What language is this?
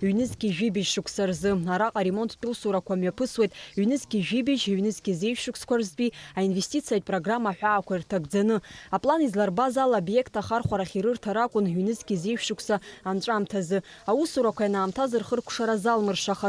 Abkhazian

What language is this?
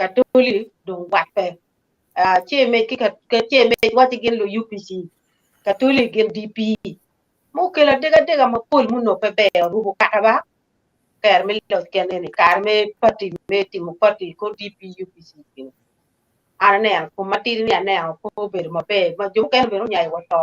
Acoli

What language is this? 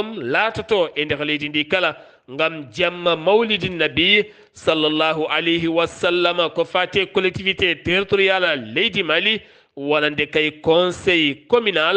Fula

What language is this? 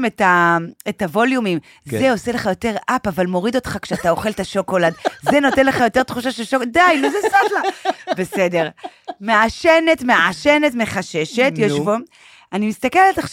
Hebrew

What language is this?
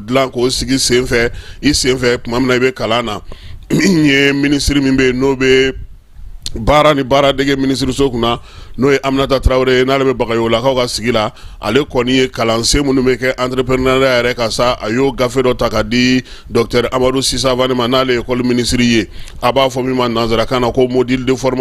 Bambara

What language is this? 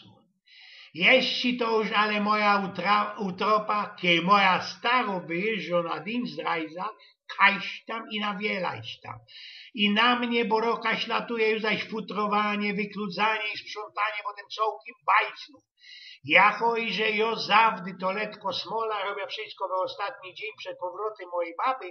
Silesian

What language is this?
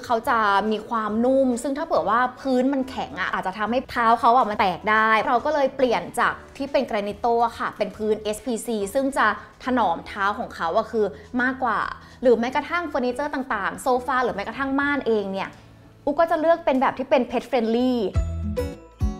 Thai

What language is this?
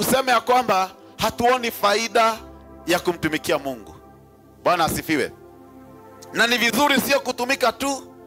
Swahili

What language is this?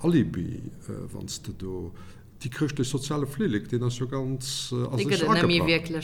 Luxembourgish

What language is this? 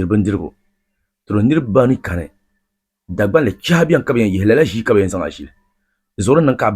Dagbani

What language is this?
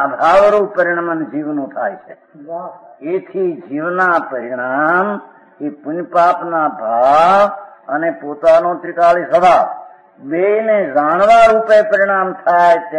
Gujarati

